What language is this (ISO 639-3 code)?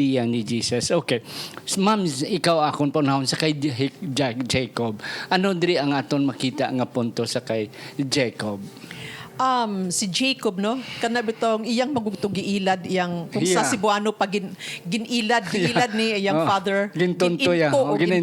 hil